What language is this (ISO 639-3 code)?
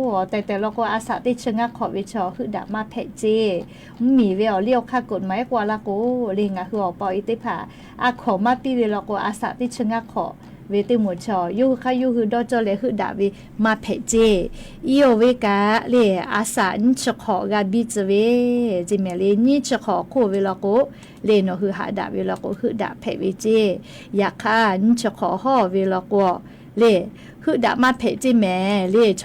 lhu